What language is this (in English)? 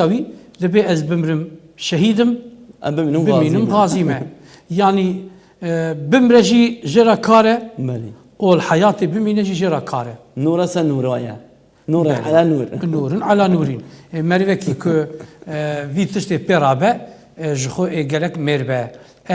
Kurdish